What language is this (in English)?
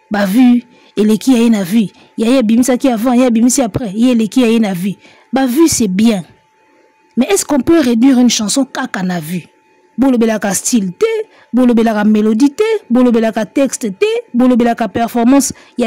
Lingala